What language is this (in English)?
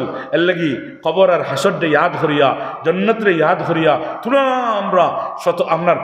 Sylheti